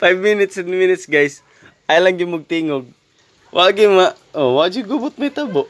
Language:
Cebuano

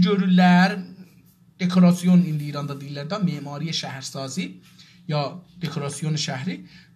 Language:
South Azerbaijani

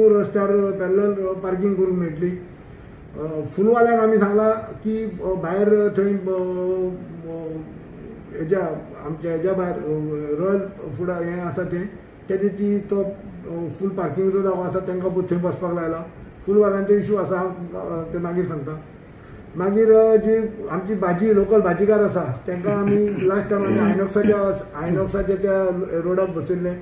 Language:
Konkani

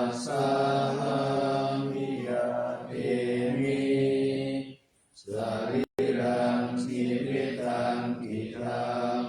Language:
Pali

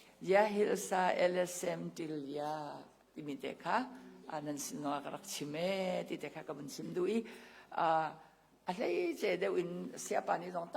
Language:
Hakha Chin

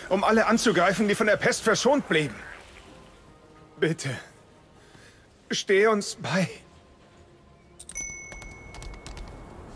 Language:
German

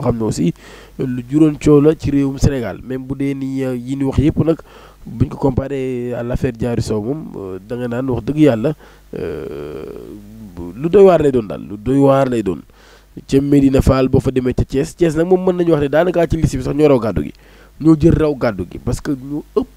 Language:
Wolof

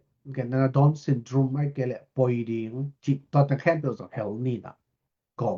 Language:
Tedim Chin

